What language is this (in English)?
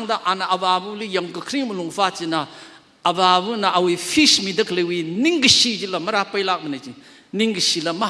Tangkhul Naga (India)